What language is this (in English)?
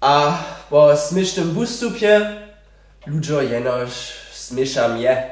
Upper Sorbian